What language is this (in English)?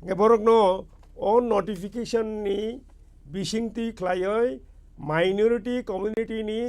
Kok Borok